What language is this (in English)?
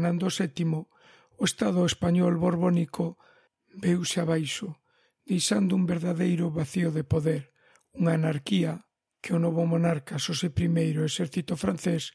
Galician